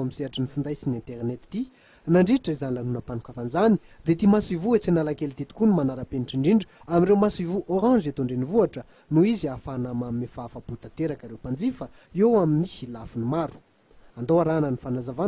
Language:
Malagasy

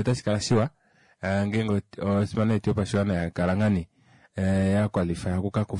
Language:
Kuanyama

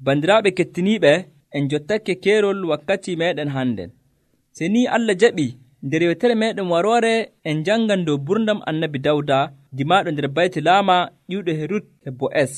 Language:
Nigerian Fulfulde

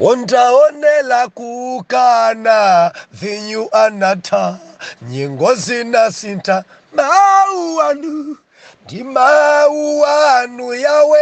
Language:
Nyanja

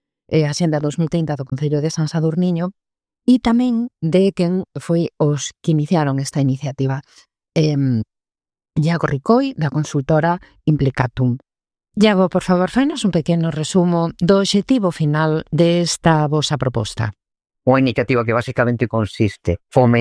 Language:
Galician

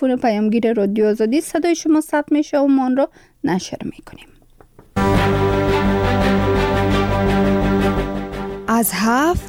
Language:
Persian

